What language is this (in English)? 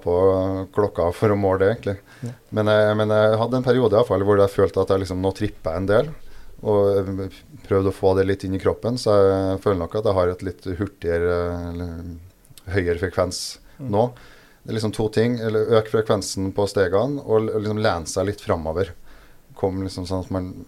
Norwegian